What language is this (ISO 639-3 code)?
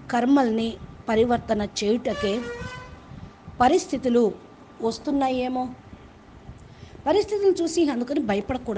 tel